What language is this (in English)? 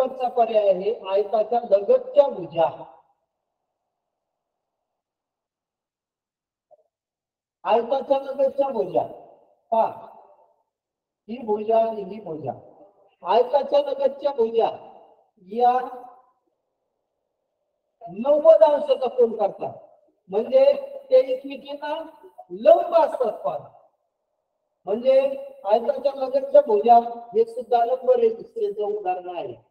Marathi